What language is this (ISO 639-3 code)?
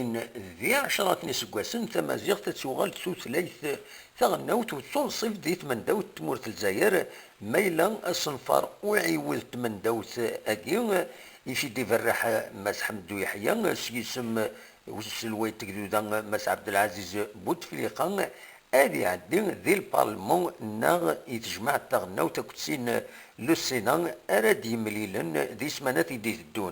kab